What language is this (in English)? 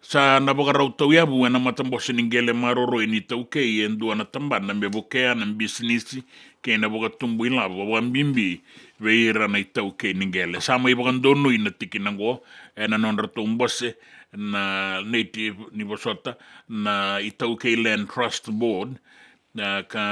Fijian